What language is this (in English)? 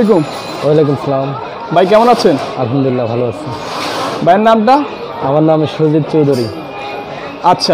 Bangla